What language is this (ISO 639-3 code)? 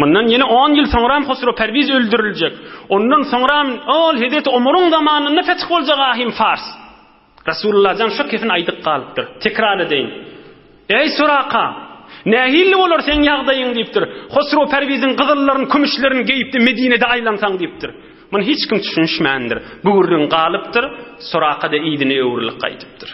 tuk